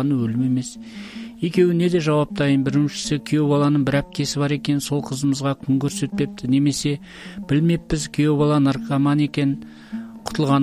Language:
Kazakh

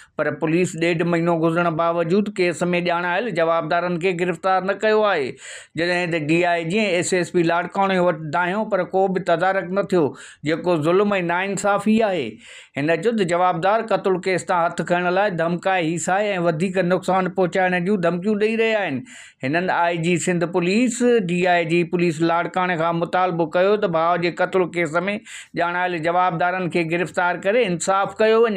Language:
Sindhi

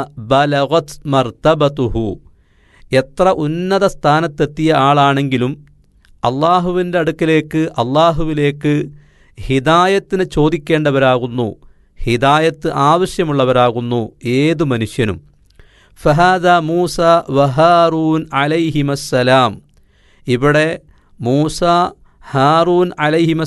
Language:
Malayalam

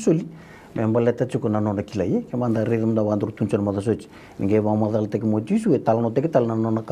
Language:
Fijian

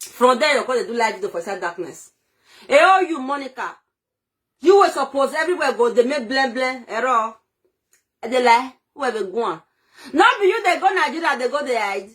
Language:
Nigerian Pidgin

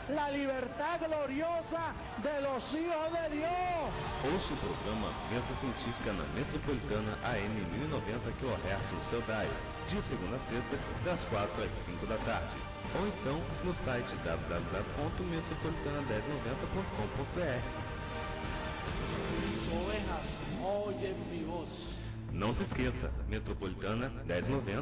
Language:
Portuguese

